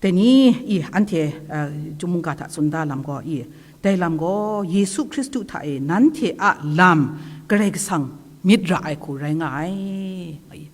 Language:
Kachin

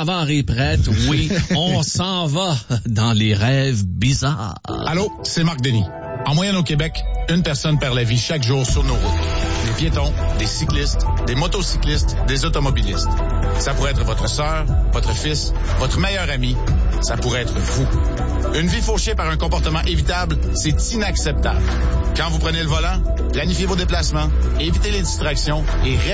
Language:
French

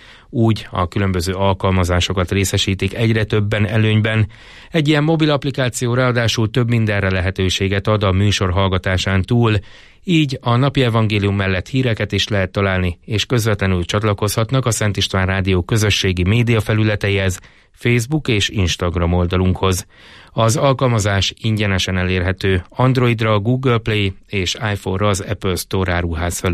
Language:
Hungarian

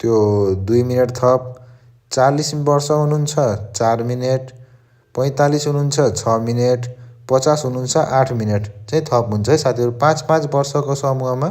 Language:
Nepali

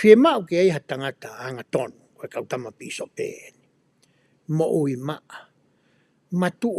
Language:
Tongan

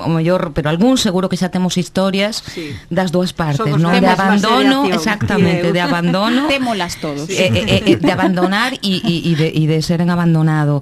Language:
Galician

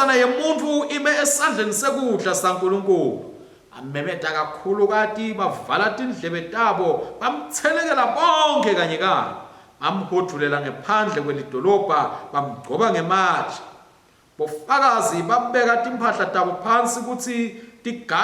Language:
Swati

